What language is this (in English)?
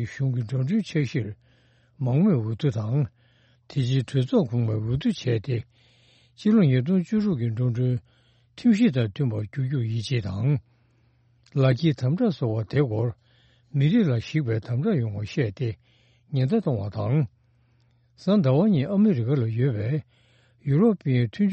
Tibetan